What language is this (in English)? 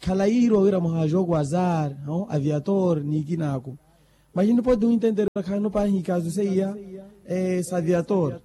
Makhuwa